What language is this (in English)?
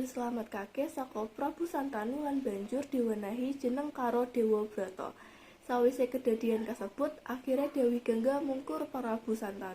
Javanese